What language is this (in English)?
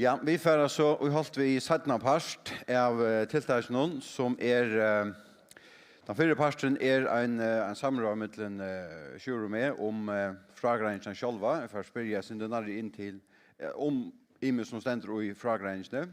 Faroese